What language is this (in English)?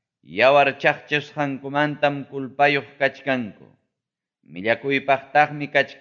Ayacucho Quechua